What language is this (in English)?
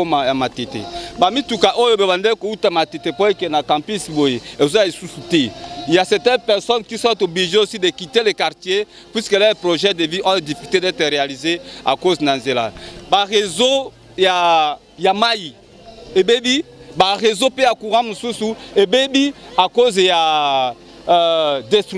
Lingala